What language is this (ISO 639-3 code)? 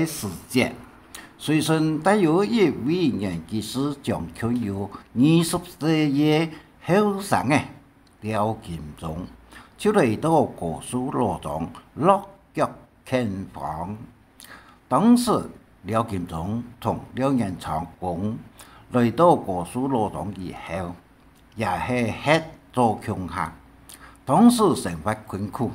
hak